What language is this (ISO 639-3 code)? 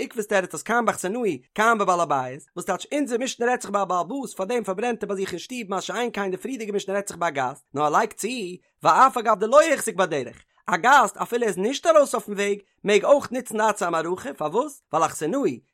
yid